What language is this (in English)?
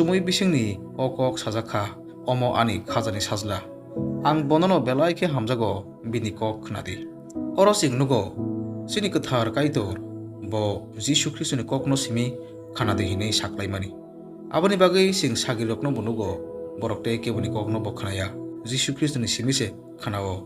Kok Borok